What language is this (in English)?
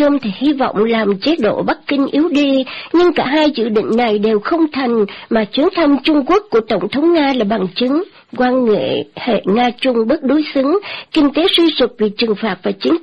Vietnamese